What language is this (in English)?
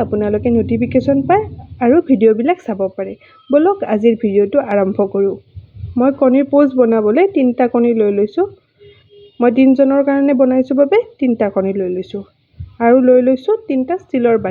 Assamese